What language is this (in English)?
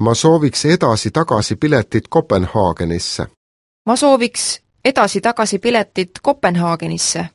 Estonian